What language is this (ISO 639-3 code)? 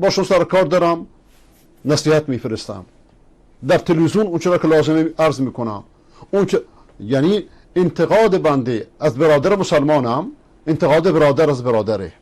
fas